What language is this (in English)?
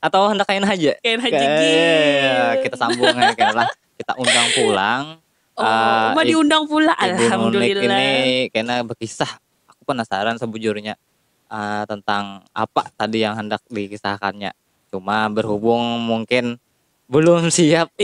Banjar